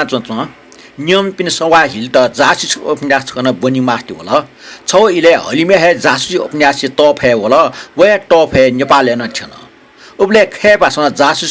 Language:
Newari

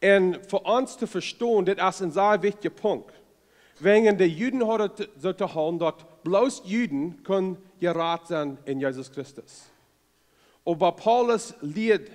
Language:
Plautdietsch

